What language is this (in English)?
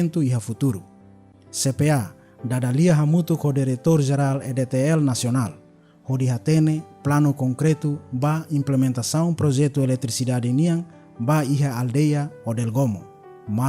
Tetum